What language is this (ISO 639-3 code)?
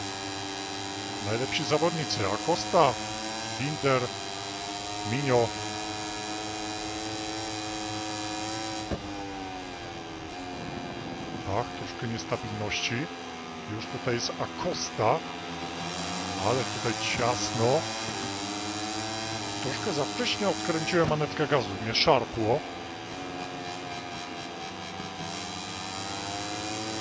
pol